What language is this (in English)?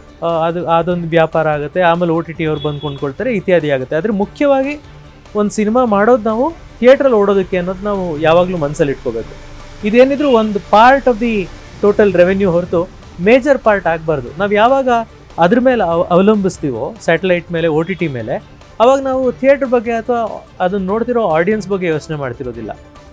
Kannada